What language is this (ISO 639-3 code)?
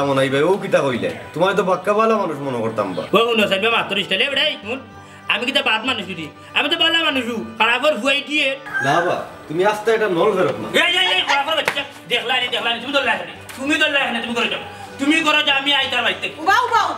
syl